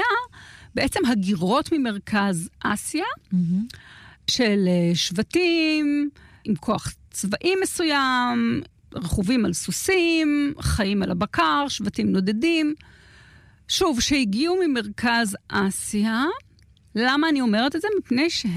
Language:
Hebrew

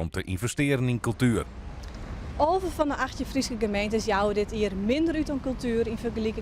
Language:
Western Frisian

